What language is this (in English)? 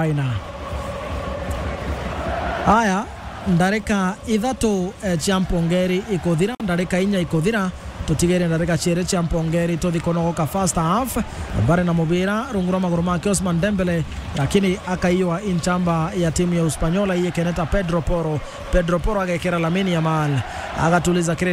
Meru